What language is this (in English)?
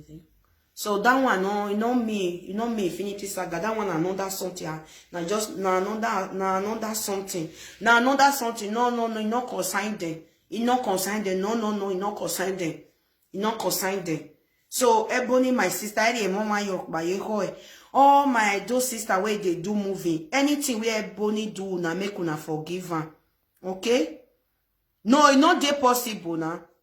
Nigerian Pidgin